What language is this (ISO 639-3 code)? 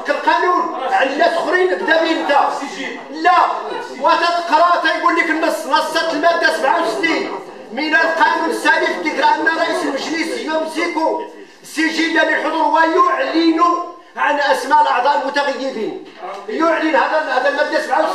ary